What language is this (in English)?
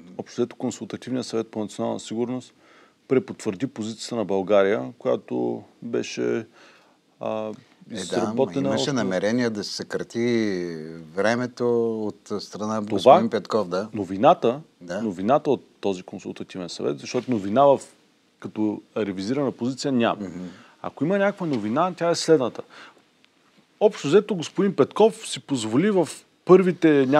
Bulgarian